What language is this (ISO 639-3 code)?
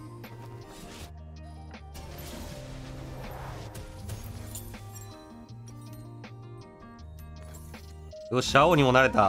jpn